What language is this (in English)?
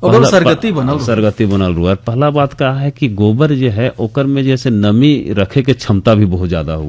Bhojpuri